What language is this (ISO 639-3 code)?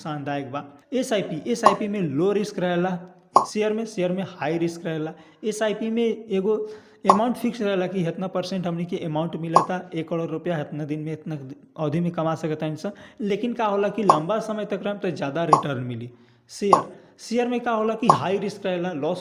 bho